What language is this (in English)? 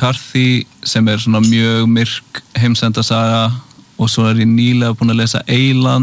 Icelandic